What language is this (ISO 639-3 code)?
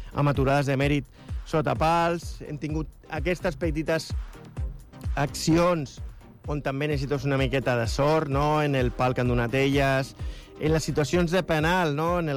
cat